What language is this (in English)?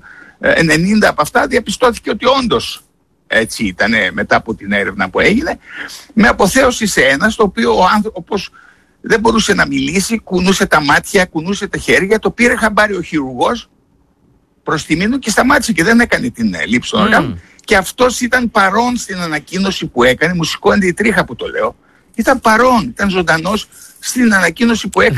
Greek